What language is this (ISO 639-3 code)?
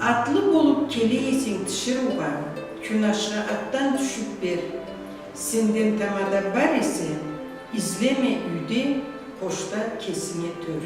krc